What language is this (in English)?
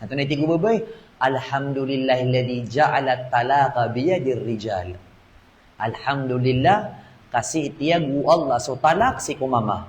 Maranao